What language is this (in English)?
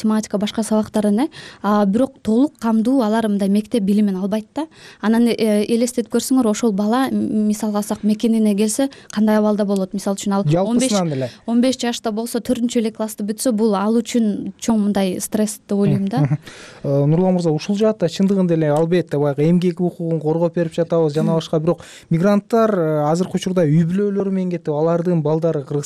Kyrgyz